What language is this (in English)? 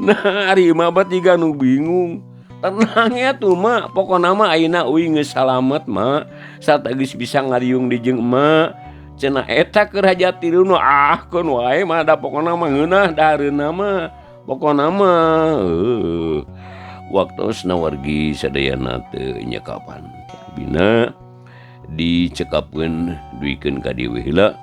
Sundanese